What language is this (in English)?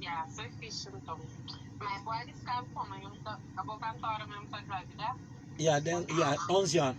Kabuverdianu